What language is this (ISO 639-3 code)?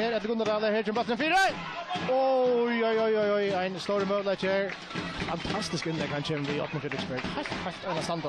fao